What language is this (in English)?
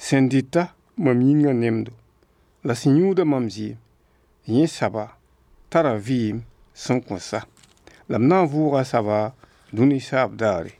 Mossi